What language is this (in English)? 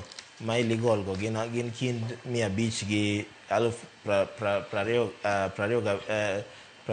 Luo (Kenya and Tanzania)